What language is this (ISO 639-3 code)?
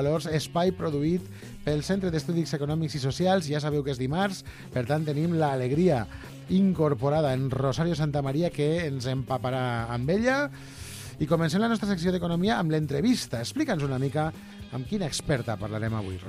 cat